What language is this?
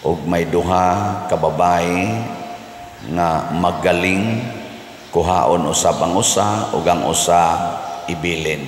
Cebuano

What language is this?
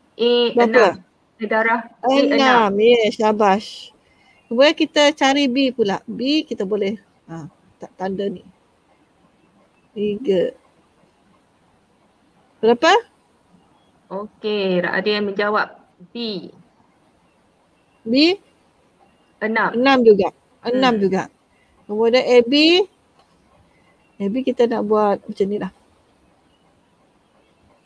Malay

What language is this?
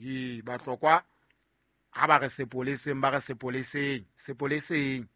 Southern Sotho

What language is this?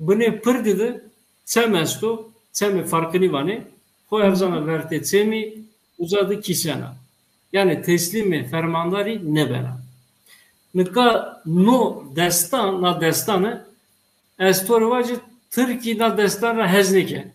Zaza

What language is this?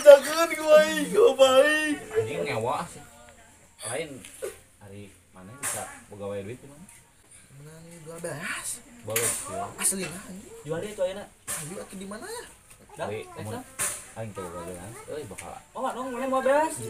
Sundanese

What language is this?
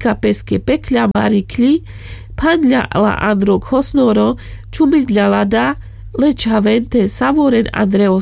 Carpathian Romani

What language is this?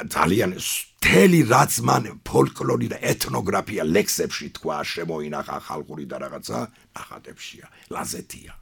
Georgian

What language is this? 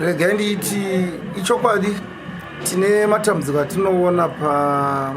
Shona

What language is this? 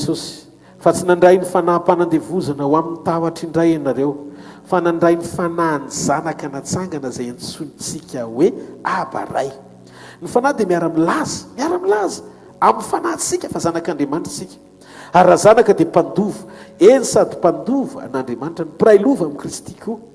Malagasy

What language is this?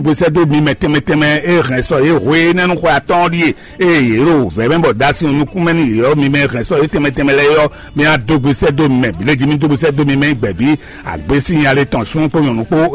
Fon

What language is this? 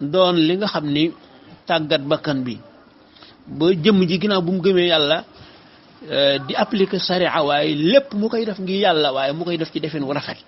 Wolof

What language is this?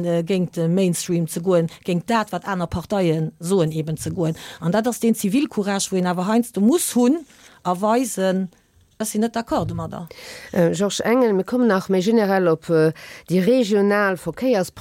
Luxembourgish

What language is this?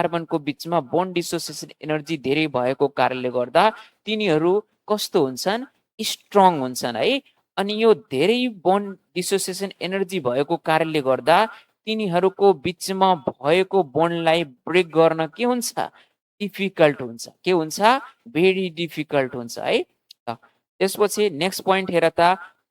Nepali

